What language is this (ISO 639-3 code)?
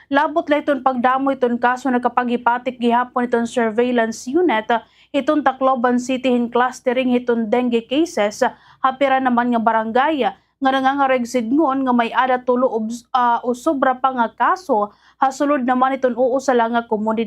war